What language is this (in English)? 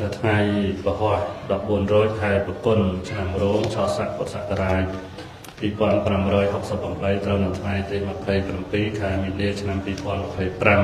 Khmer